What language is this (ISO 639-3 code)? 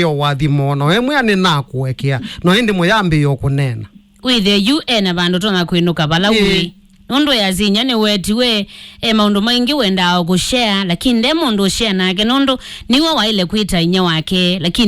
kam